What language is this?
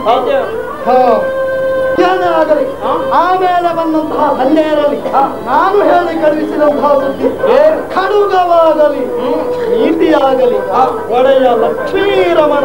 Kannada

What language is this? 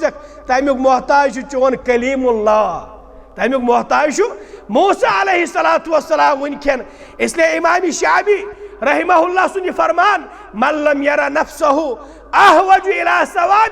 Kashmiri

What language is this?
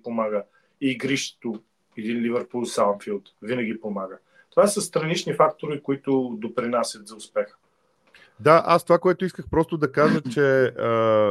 Bulgarian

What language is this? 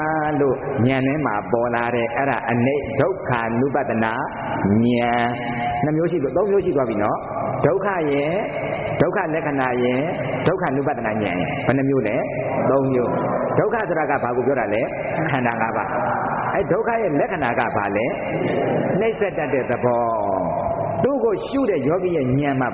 Burmese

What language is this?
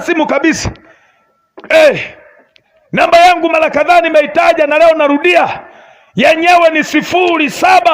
Swahili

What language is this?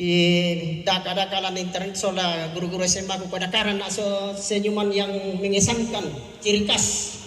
Toraja-Sa'dan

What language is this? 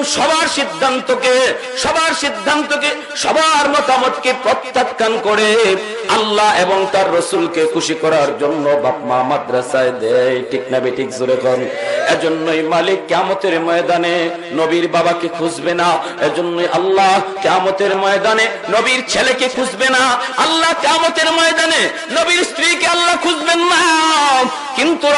Bangla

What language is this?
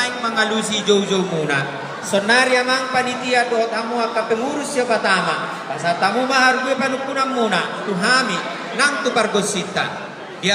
Batak Toba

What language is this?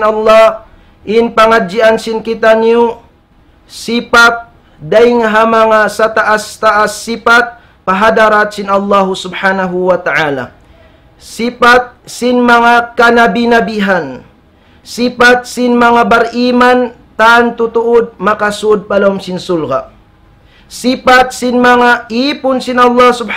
Tausug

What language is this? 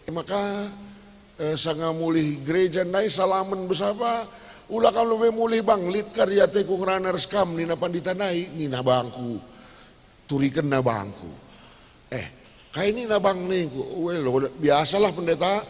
Batak Karo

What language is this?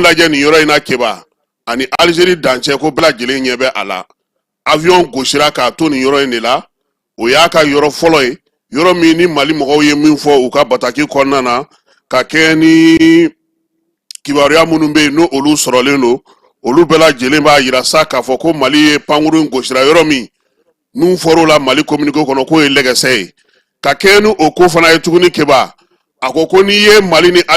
Bambara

